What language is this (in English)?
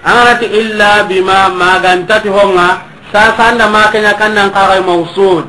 Soninke